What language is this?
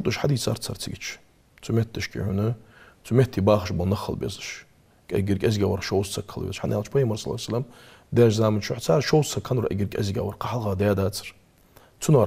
Ingush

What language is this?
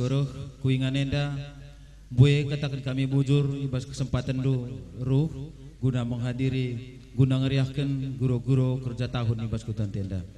Batak Karo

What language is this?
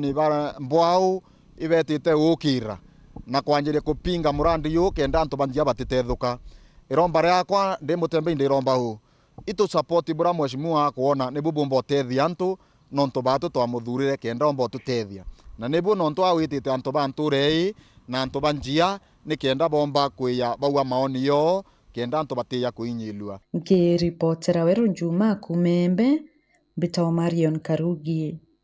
Meru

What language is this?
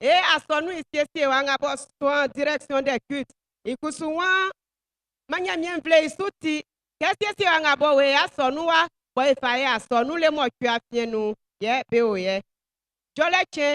Baoulé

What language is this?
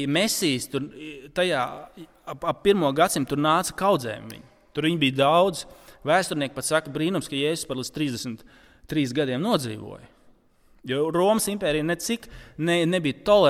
Latvian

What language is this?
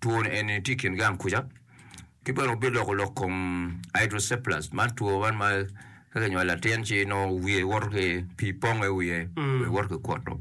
Acoli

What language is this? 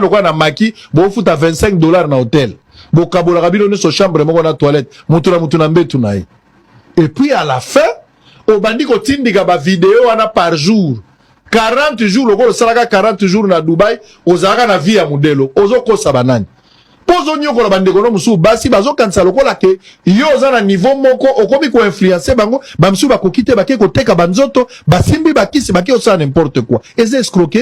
Lingala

